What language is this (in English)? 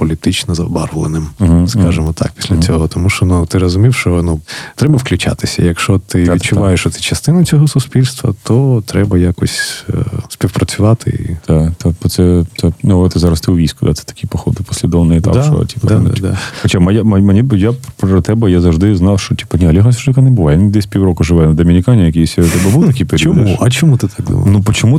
Ukrainian